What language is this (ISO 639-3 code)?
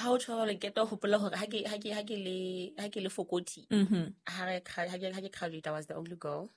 sot